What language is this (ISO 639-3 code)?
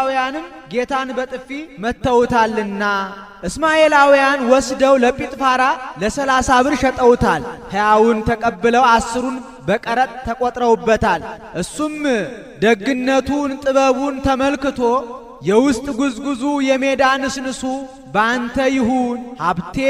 amh